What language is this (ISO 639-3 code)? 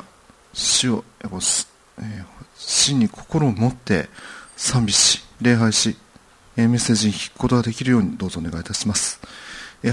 jpn